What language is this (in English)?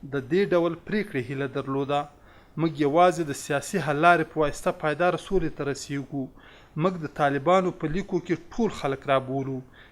Pashto